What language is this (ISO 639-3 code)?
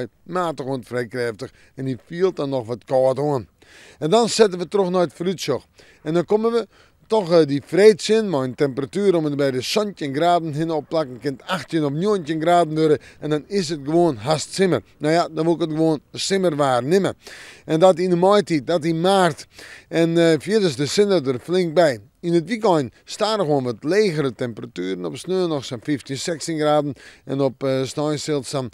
fry